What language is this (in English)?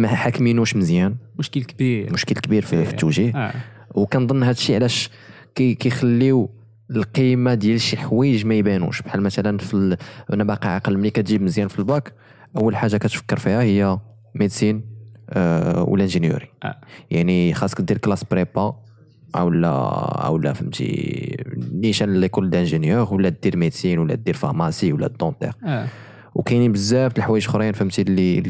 Moroccan Arabic